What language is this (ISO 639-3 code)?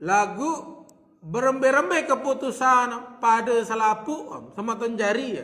sas